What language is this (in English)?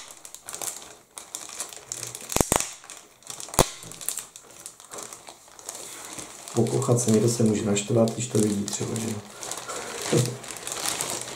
Czech